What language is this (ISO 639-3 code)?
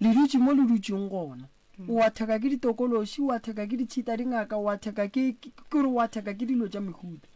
nso